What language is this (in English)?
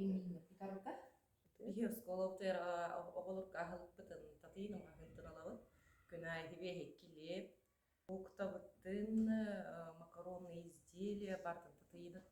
Yakut